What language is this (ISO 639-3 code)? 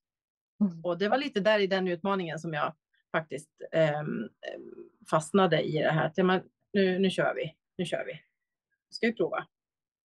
swe